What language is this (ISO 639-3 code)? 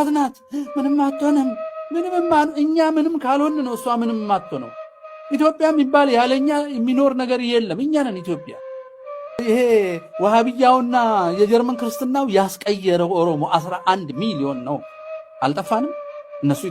amh